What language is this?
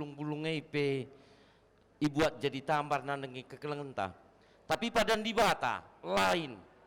Batak Karo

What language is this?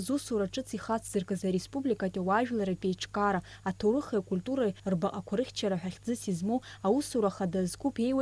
Abkhazian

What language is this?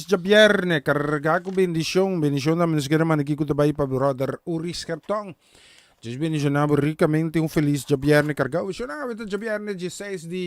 Papiamento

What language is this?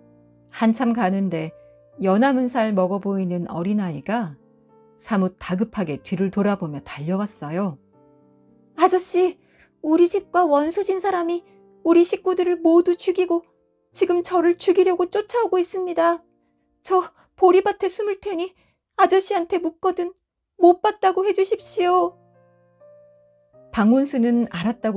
Korean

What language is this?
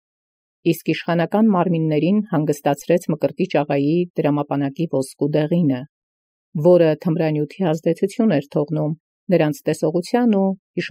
Armenian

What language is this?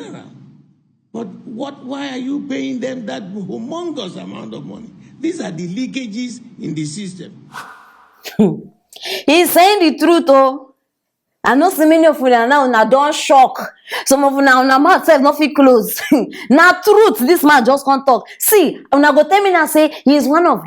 Nigerian Pidgin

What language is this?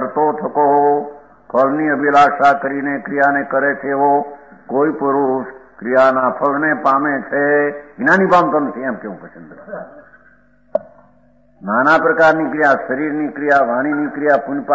Gujarati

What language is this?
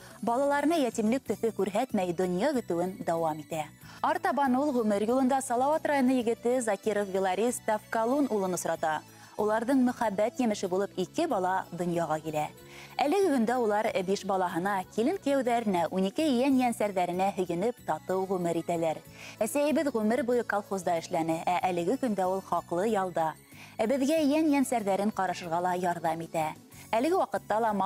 Bashkir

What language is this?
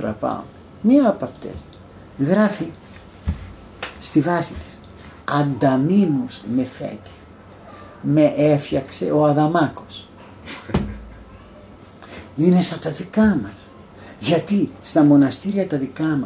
Greek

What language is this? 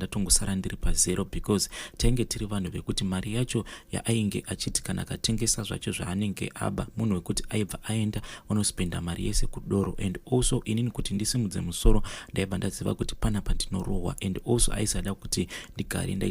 Shona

